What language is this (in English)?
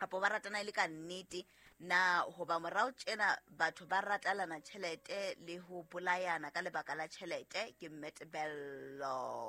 Southern Sotho